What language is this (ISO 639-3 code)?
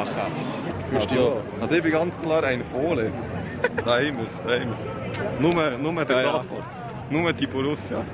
gsw